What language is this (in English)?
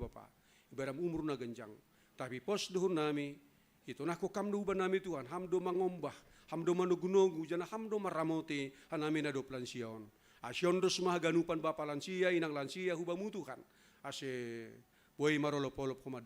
Batak Simalungun